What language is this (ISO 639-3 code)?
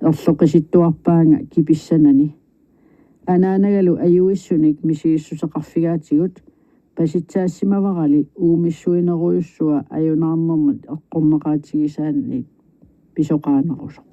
kal